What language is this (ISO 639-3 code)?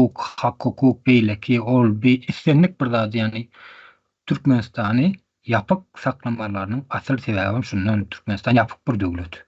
tuk